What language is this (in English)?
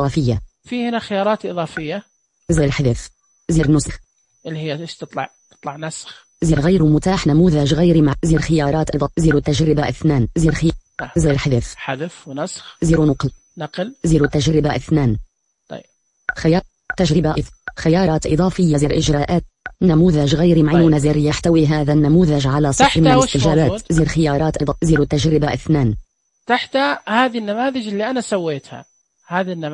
Najdi Arabic